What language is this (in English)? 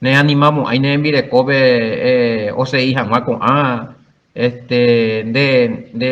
Guarani